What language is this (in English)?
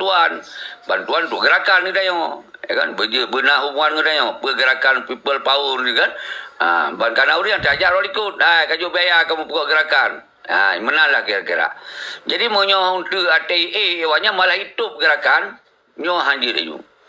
Achinese